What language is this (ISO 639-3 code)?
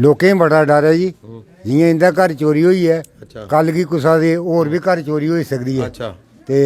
doi